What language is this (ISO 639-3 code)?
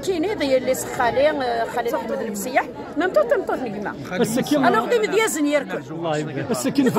kab